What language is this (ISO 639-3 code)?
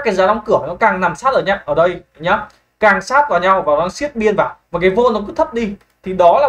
vie